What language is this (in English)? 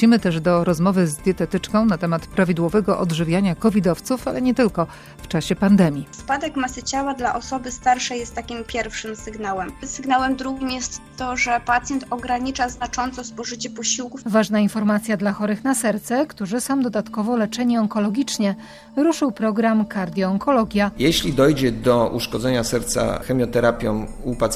Polish